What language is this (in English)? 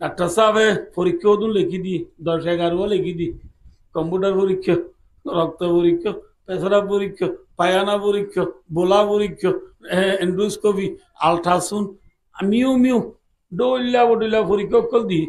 Rohingya